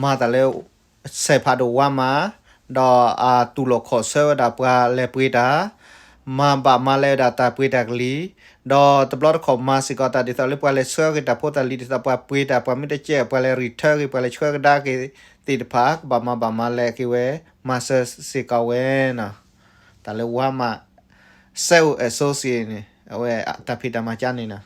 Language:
S'gaw Karen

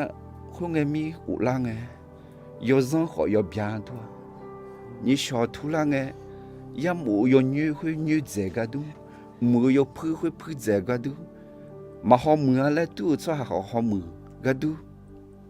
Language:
Akha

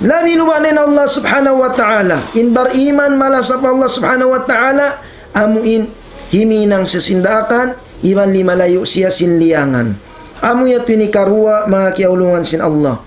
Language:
Tausug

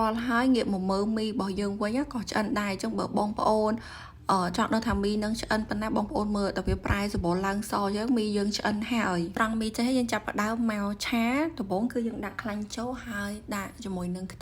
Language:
Khmer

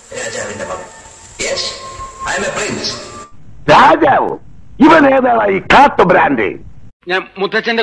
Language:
Malayalam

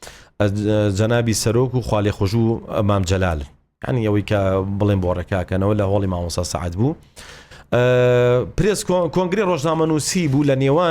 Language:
Central Kurdish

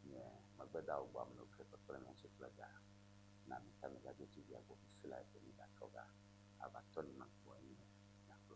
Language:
Ewe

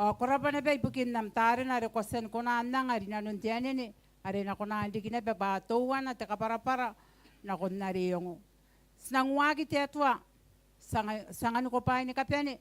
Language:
Gilbertese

